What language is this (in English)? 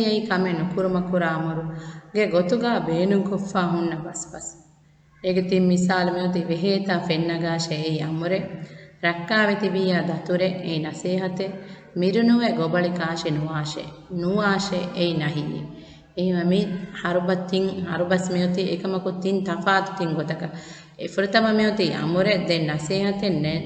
Divehi